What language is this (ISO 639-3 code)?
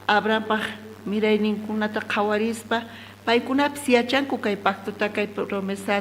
quh